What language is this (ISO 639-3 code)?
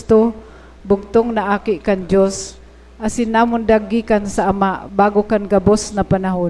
bik